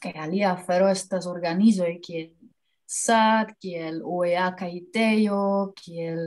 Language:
Esperanto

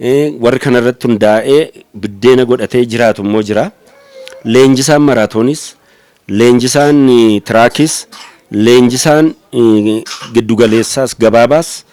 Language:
Oromo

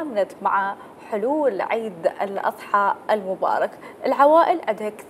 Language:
Mesopotamian Arabic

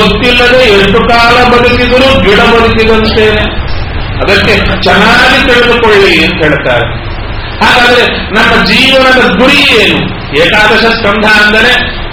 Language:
Kannada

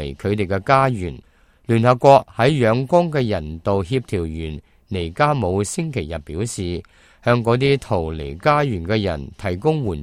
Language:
Cantonese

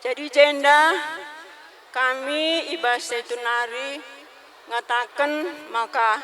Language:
Batak Karo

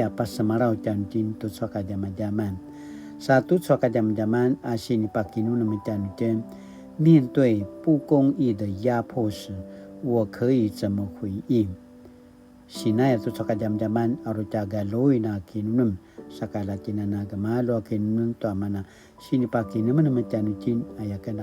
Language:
Paiwan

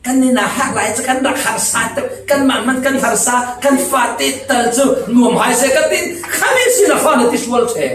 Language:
Falam Chin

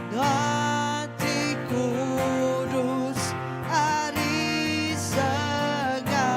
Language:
Iban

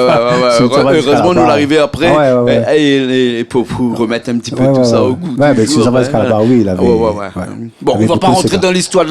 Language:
Réunion Creole French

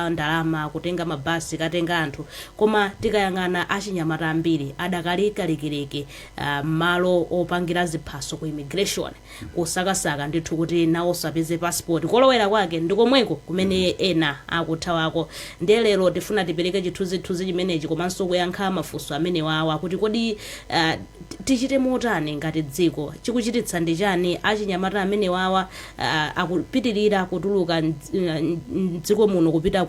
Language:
Nyanja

